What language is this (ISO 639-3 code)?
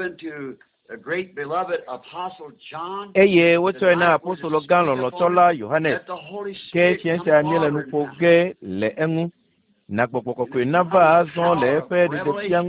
ewe